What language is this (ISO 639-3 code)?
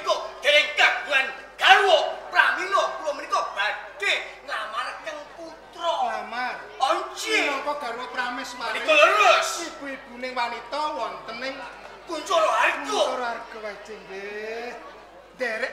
jav